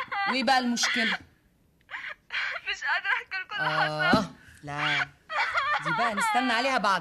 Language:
Egyptian Arabic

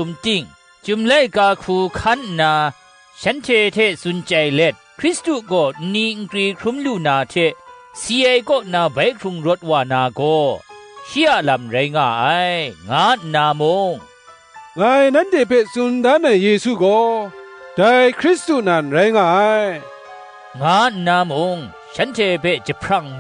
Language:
Kachin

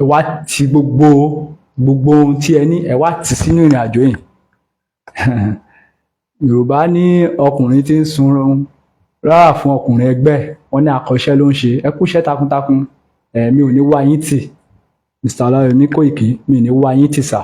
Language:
Yoruba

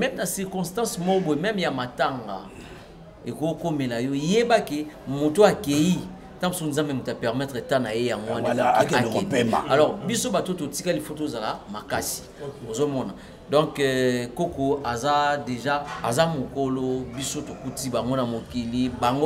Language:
Lingala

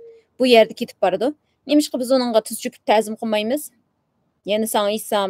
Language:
Uyghur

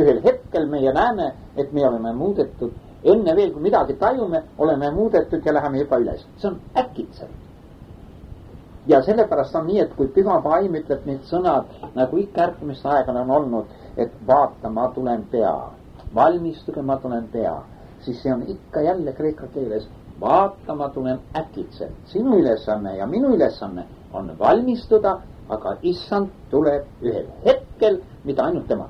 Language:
Estonian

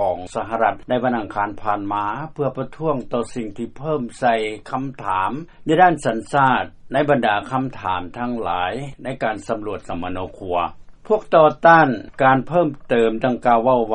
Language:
Lao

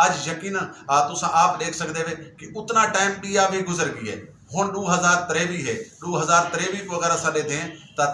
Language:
Western Panjabi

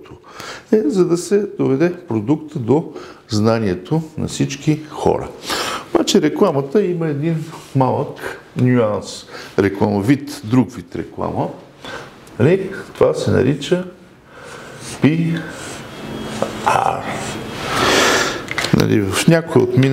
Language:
Bulgarian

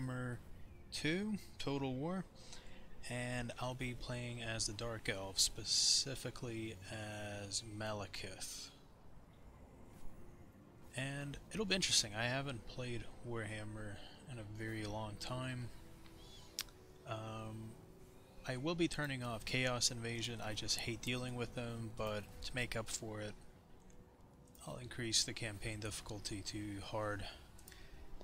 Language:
English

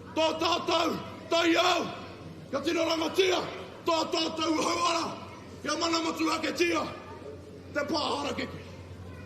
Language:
Māori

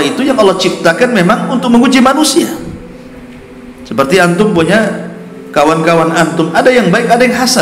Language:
Indonesian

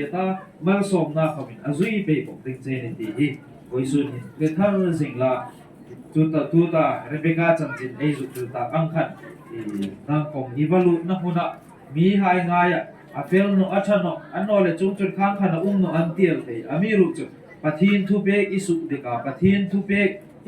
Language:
Hmar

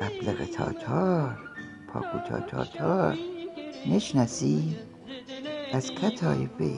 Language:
Gilaki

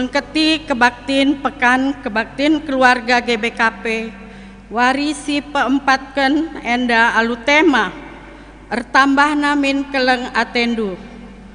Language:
Batak Karo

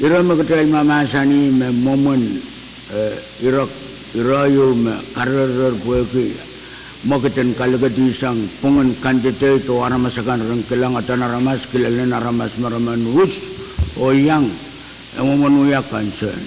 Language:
Pohnpeian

